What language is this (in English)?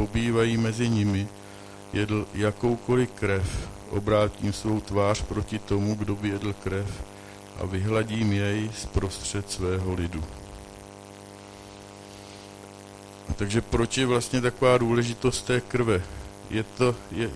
Czech